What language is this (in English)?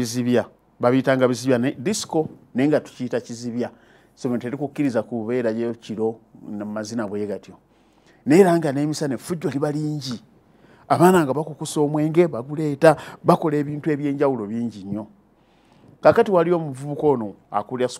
Ganda